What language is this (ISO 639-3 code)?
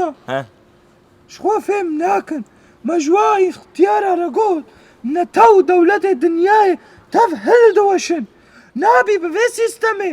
kur